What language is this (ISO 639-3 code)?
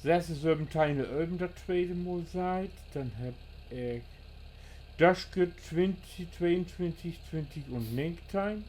nds